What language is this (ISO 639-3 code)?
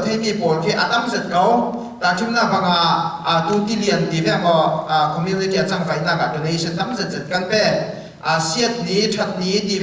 cfm